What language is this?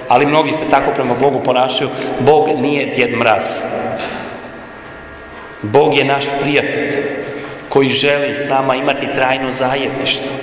Croatian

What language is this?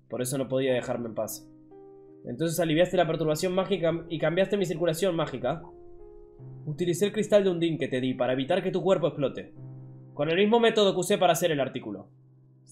Spanish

